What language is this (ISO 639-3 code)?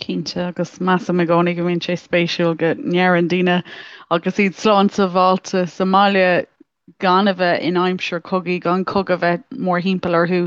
gle